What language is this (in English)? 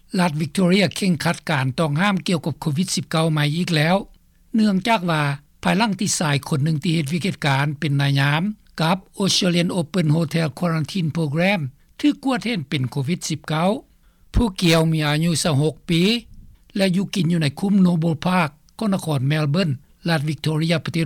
Lao